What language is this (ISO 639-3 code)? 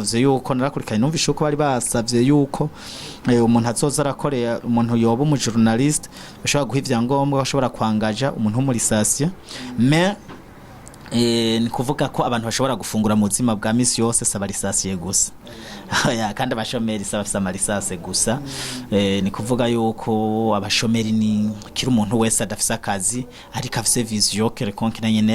run